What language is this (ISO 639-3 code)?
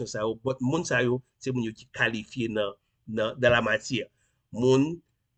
hat